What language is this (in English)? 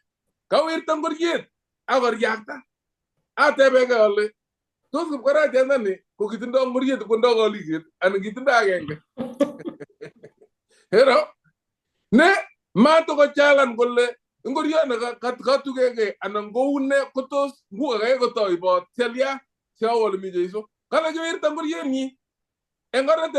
Kalenjin